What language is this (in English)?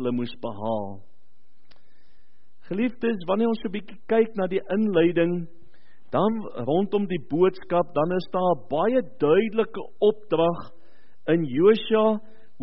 Afrikaans